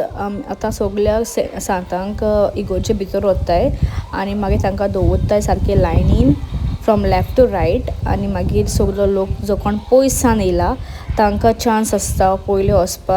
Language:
Konkani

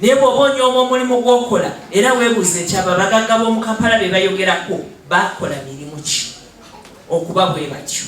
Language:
Ganda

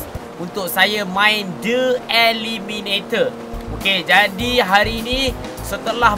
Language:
Malay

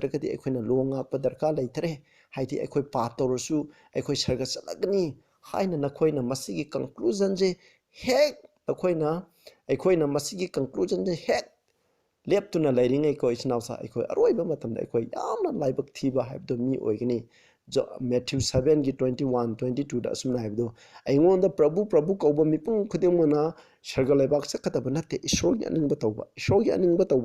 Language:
Manipuri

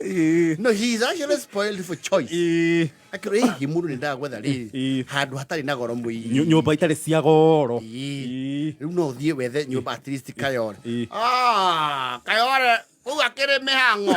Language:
Kikuyu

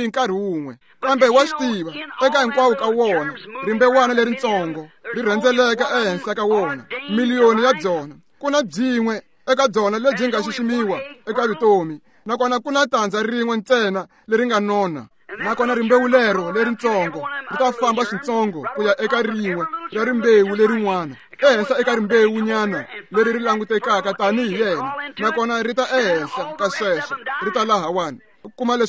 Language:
Tsonga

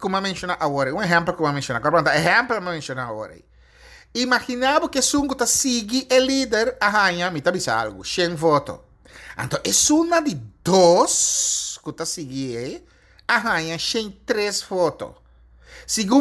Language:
Papiamento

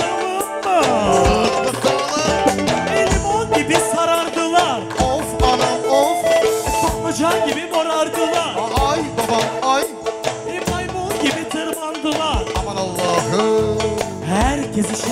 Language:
Turkish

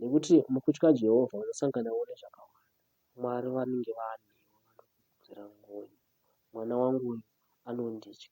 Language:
Shona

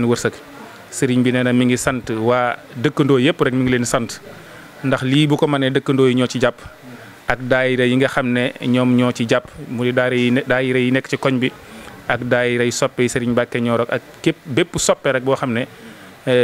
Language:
Wolof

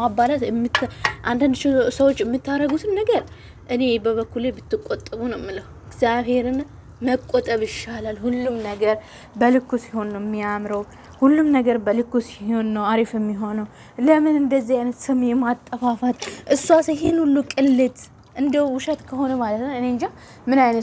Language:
Amharic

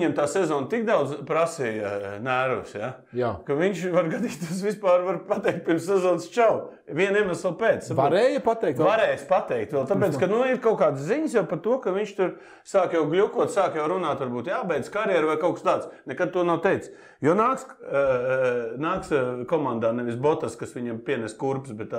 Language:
Latvian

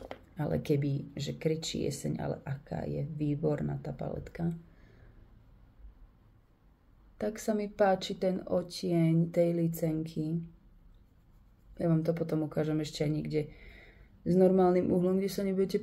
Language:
Slovak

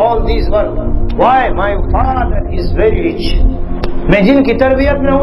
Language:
Urdu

